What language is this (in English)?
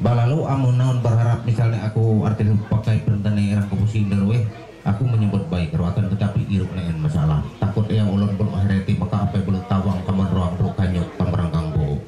Ma'anyan